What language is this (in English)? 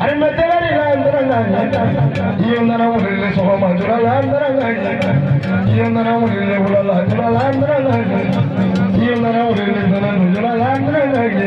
Bambara